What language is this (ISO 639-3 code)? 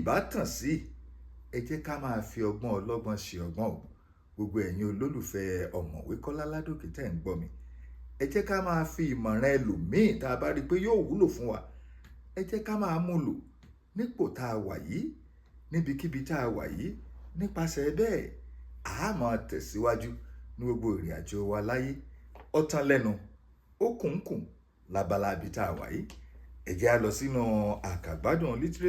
yor